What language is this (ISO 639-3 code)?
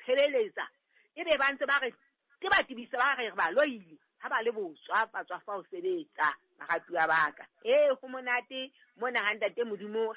sot